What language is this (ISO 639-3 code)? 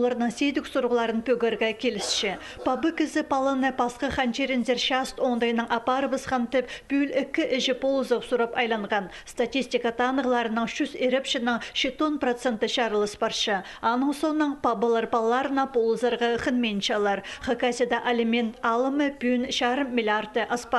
kjh